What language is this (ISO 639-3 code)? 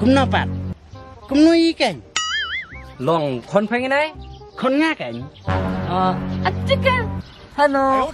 kha